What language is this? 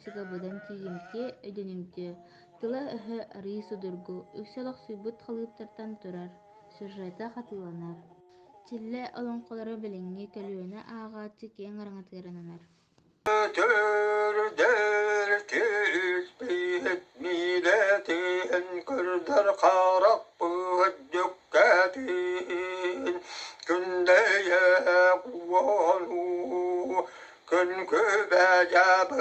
Yakut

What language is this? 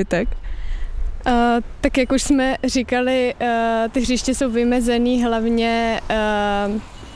Czech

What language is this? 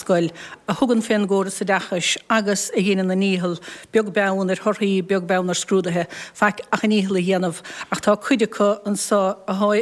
Irish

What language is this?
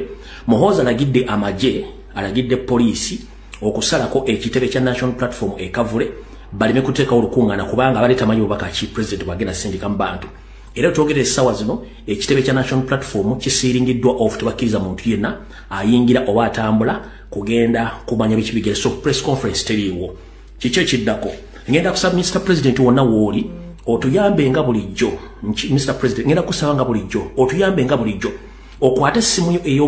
Ganda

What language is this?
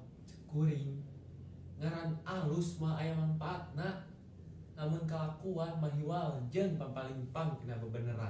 Sundanese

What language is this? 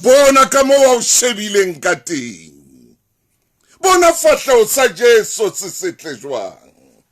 Southern Sotho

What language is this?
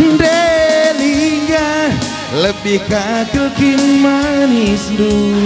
Batak Karo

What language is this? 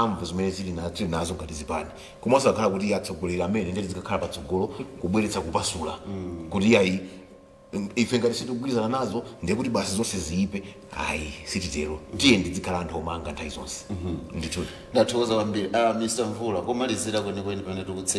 Nyanja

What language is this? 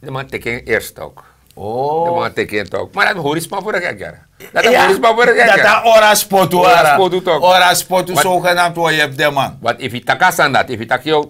Sranan Tongo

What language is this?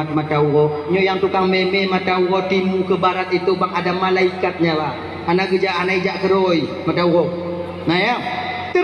Achinese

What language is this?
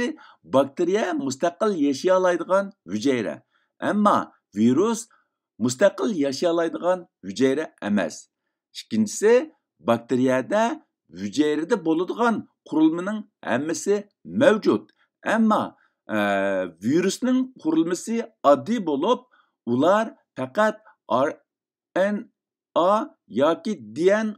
Uyghur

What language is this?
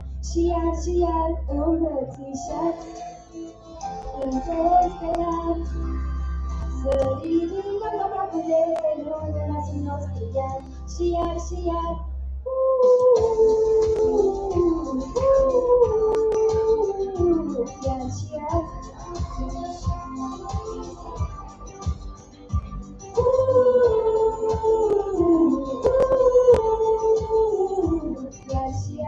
Romanian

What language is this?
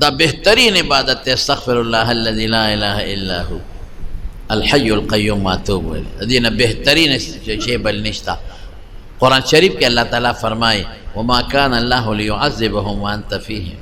Pashto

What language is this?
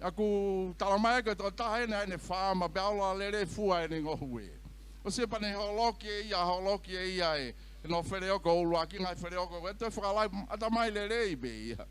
Tongan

